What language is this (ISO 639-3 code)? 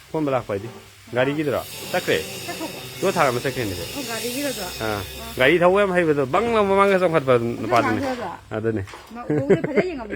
mni